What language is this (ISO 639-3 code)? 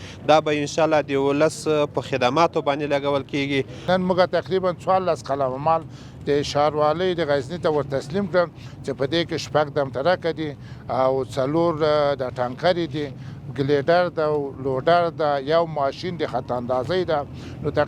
pus